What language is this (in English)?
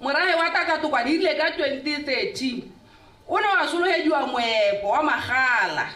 Tswana